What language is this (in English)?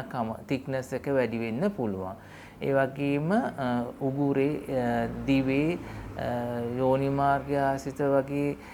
Sinhala